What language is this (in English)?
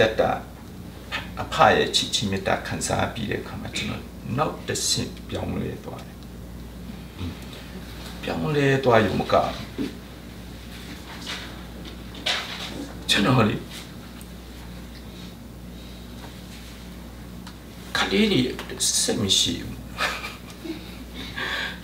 Burmese